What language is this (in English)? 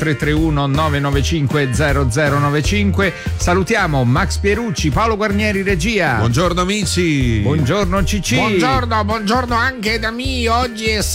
Italian